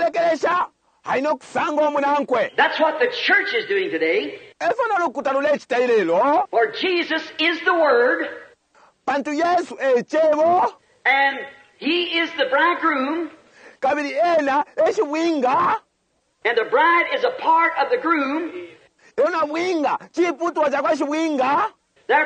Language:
Bemba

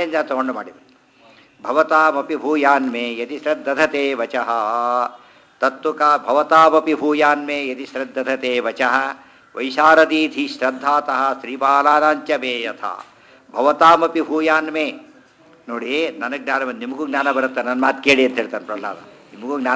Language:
Kannada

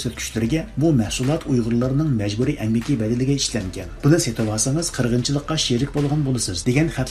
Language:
Uyghur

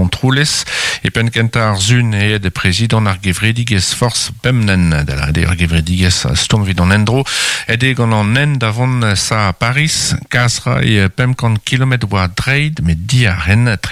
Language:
Breton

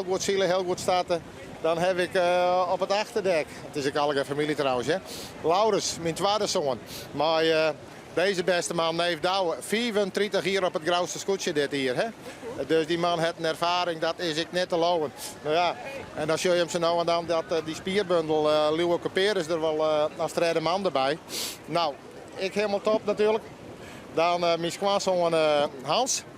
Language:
Western Frisian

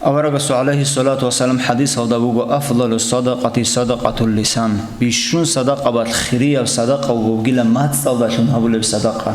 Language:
Avaric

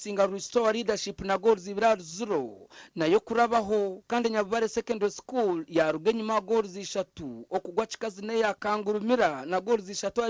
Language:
Nyankole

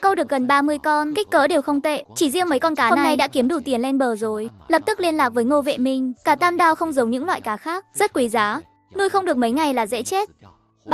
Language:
Vietnamese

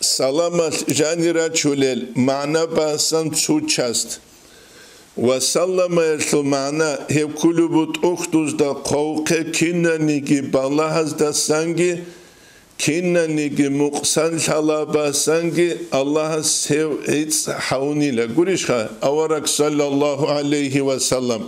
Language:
Avaric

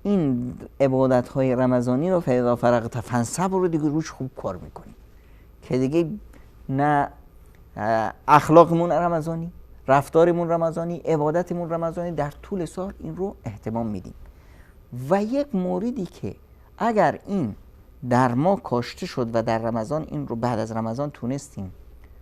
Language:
Persian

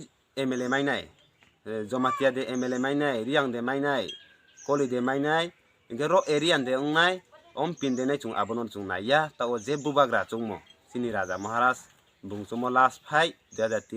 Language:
Kok Borok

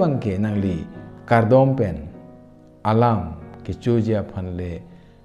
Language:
Karbi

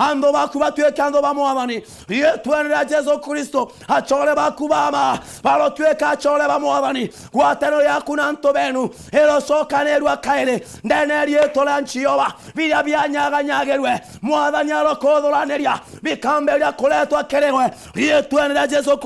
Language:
Meru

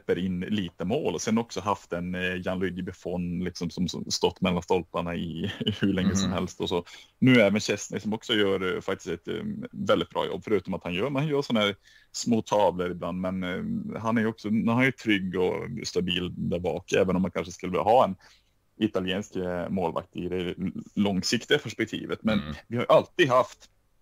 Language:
Swedish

